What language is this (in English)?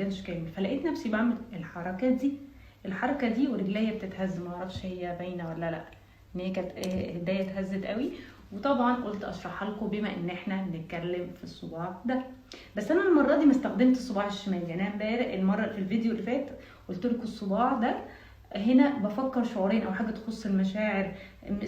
Egyptian Arabic